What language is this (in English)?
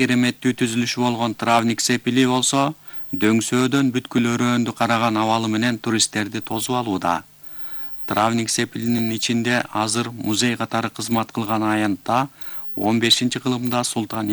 Kyrgyz